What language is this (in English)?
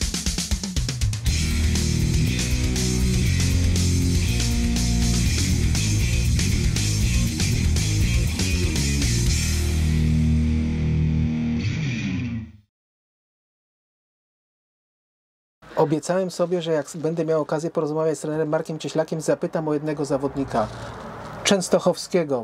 Polish